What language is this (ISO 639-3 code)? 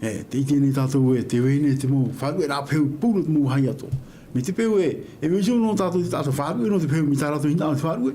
tah